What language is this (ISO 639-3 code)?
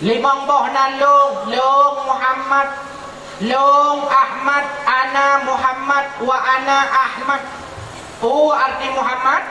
ace